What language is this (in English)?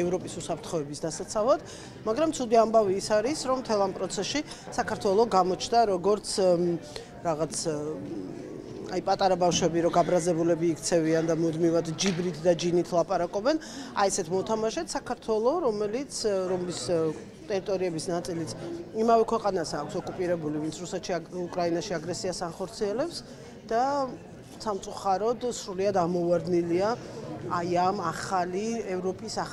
Georgian